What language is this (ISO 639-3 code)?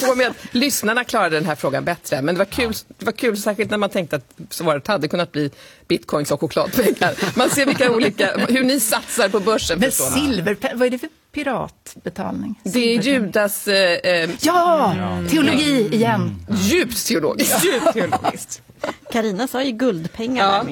swe